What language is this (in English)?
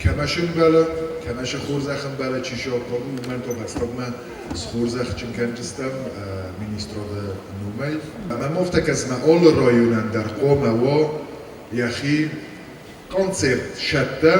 Ossetic